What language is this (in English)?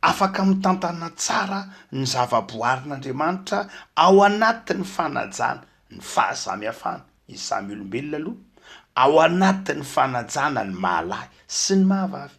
Malagasy